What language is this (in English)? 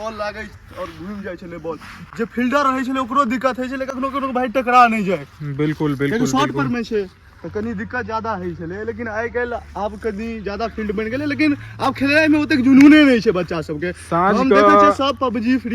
Maithili